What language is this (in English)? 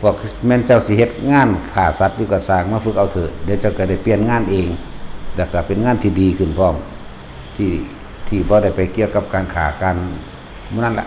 Northeastern Thai